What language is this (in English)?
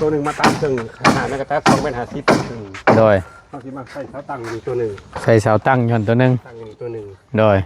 Northeastern Thai